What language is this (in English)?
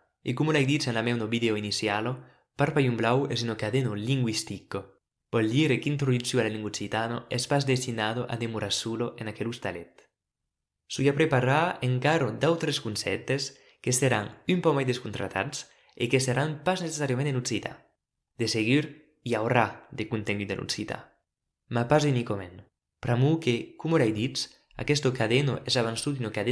Occitan